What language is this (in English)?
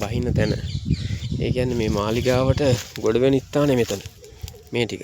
Sinhala